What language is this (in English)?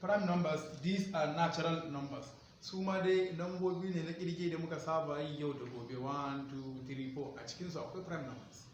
Hausa